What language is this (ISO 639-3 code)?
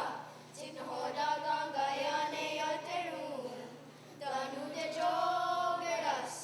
moh